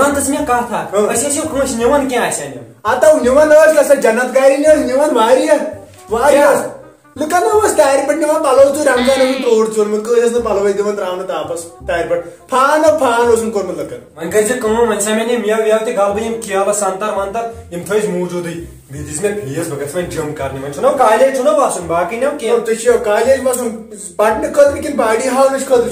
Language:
Kashmiri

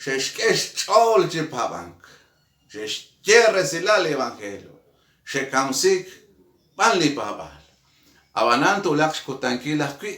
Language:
Kekchí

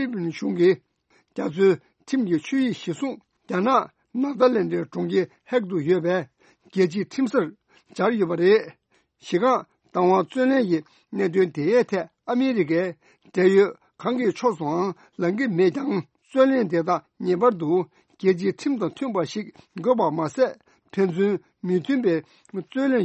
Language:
Tibetan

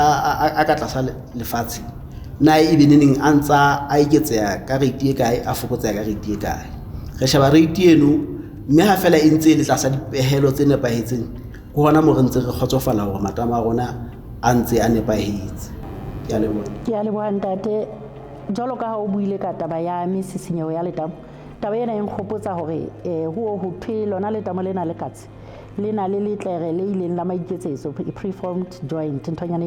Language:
Southern Sotho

